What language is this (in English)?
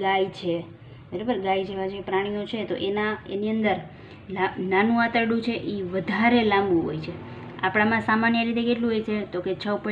Gujarati